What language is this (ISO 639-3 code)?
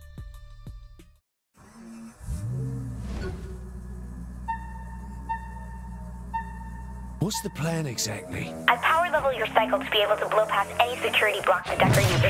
eng